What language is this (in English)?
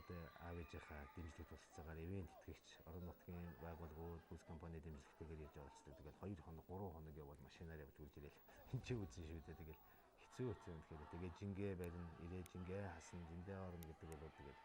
Mongolian